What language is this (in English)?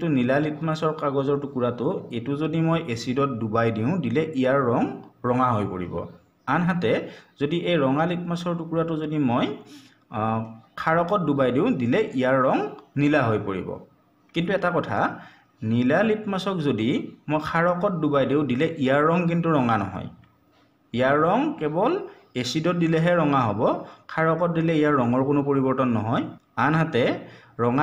Assamese